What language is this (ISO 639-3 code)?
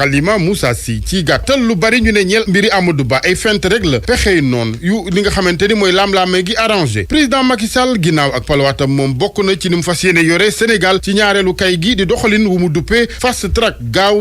wol